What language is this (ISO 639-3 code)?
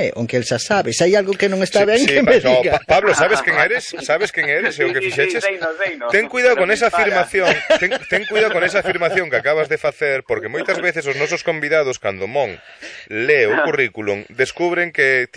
glg